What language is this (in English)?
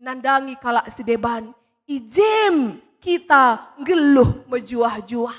Batak Karo